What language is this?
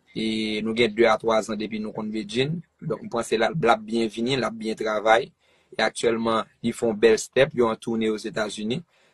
Haitian Creole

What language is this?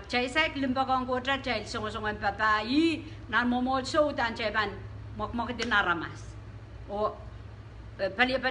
Pohnpeian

